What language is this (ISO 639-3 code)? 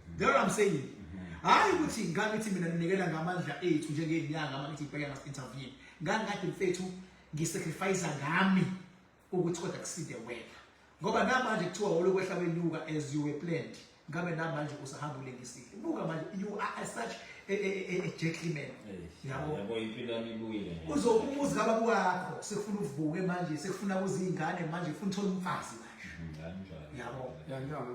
zul